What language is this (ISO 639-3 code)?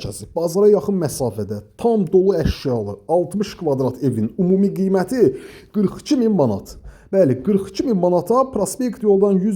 aze